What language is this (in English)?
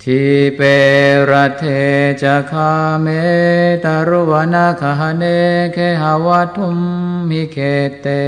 Pali